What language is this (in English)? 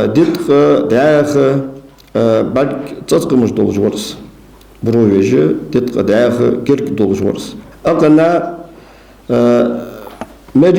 Ingush